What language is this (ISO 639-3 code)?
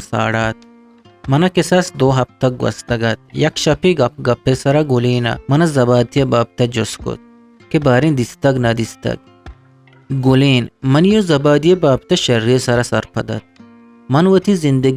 bgp